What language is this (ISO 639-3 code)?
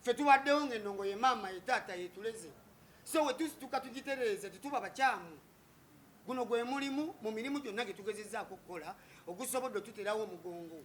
lug